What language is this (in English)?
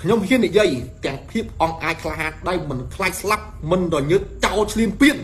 Khmer